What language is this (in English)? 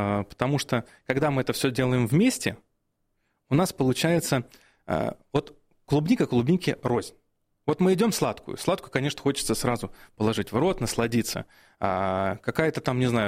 Russian